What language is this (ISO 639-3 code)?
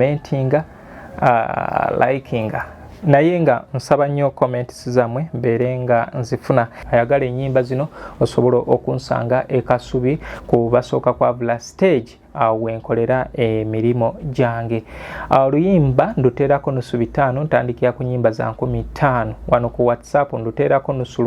lug